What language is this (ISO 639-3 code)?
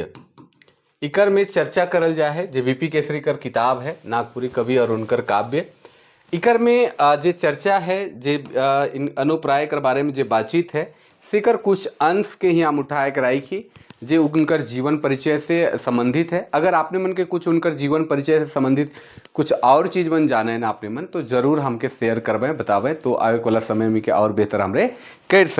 sck